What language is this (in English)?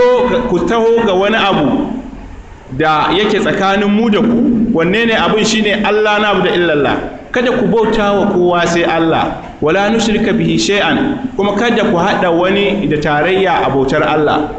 Hausa